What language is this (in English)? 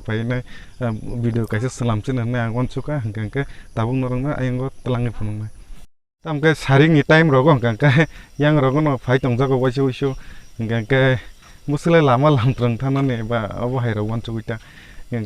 Kok Borok